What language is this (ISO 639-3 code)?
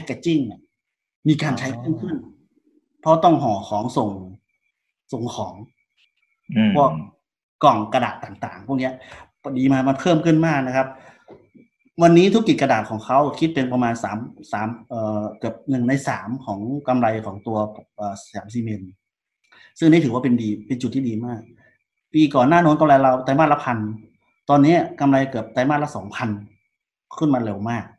tha